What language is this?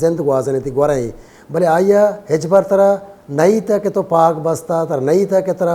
Baluchi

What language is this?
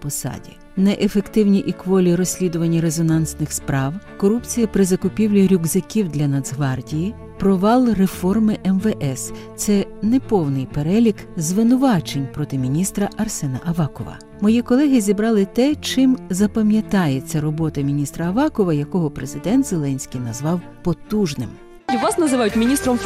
Ukrainian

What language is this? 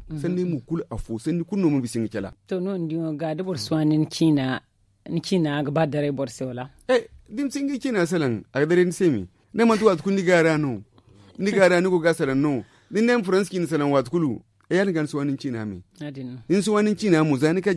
Zarma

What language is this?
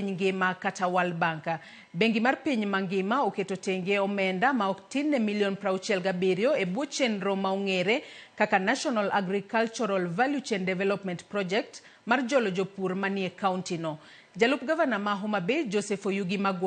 Luo (Kenya and Tanzania)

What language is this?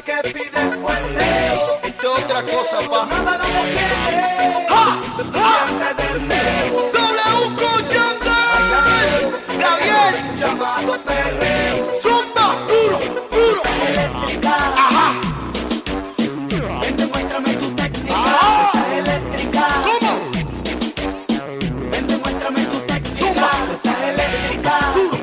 Spanish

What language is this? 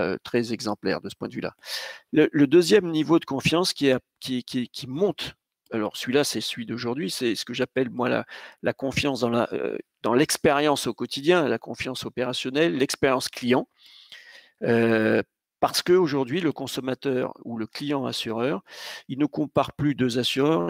French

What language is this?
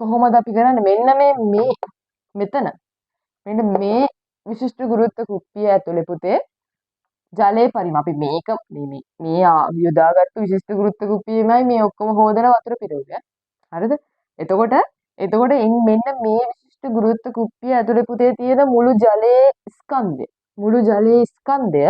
Sinhala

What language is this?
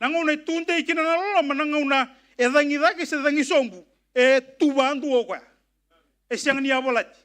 Fijian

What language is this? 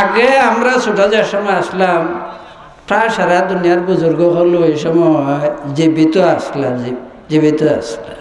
Sylheti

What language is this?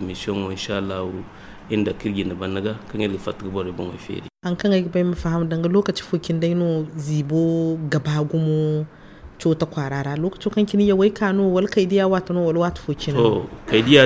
Zarma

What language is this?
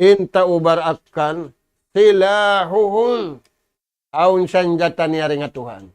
Tausug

